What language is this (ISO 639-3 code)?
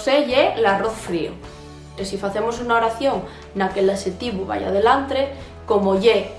ast